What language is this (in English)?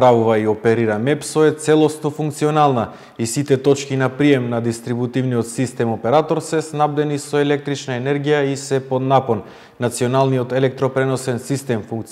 Macedonian